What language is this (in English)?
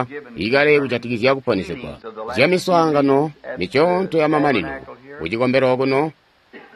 Tonga (Zambia)